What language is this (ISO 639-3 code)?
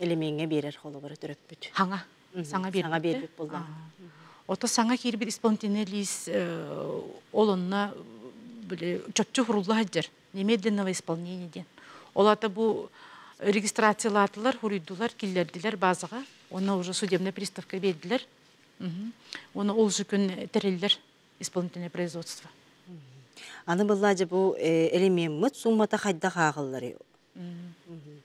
sah